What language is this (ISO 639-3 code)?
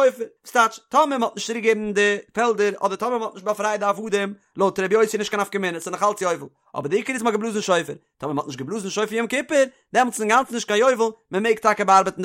yid